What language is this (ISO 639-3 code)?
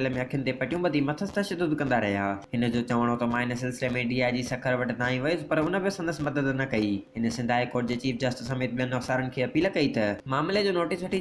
snd